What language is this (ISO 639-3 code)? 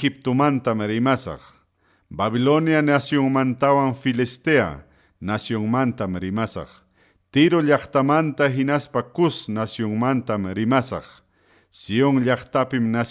quy